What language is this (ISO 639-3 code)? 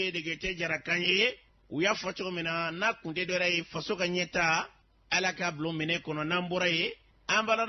bam